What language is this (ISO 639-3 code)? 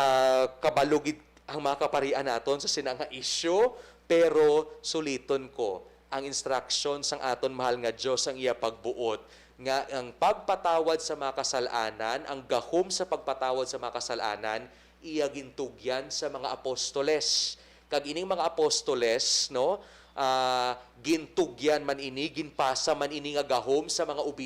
hil